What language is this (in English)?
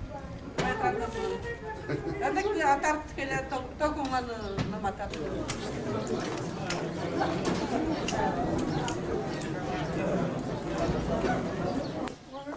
Portuguese